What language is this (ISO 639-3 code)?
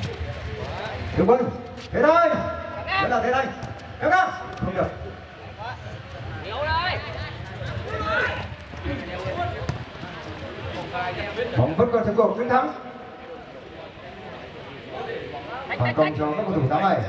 vie